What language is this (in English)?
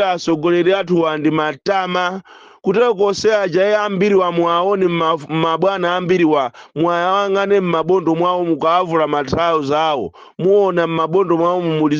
Nyanja